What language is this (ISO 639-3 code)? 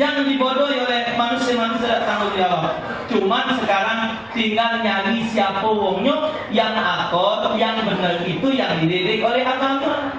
mui